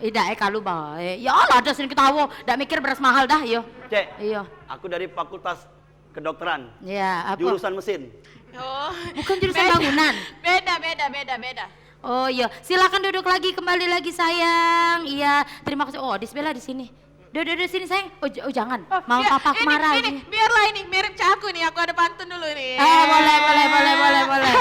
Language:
Musi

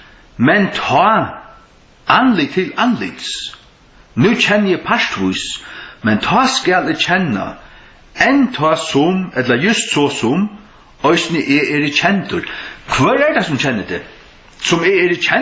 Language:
Faroese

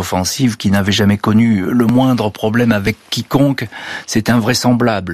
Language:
French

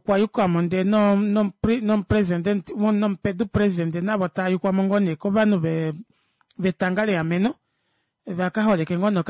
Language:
Kuanyama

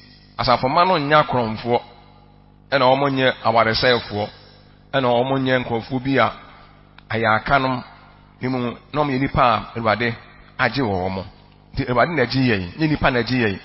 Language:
Akan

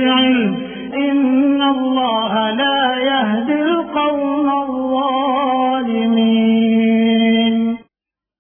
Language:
Gujarati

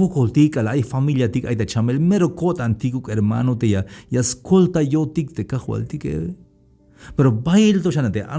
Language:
Tzeltal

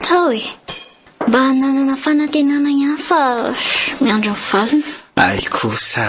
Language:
Malagasy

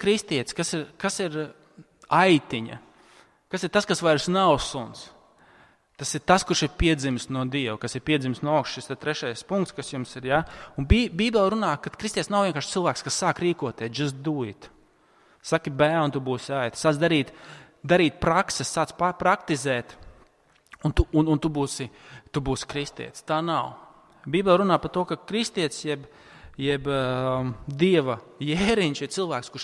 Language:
Latvian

